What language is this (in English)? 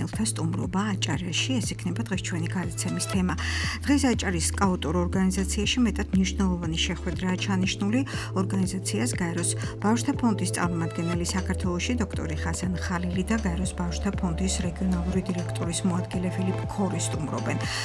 Georgian